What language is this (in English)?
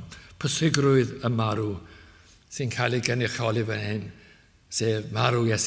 Welsh